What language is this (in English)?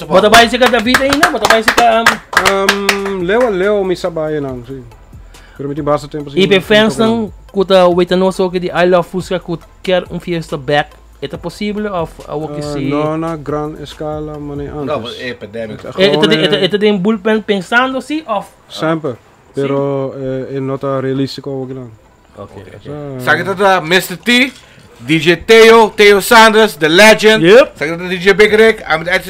Papiamento